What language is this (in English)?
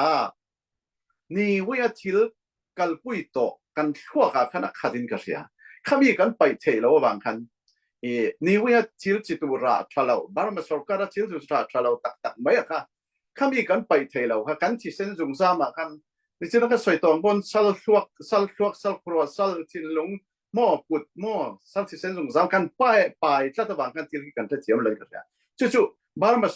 Falam Chin